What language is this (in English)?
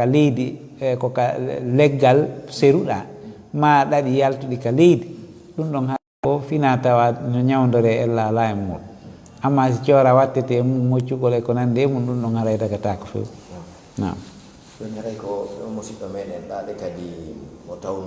Fula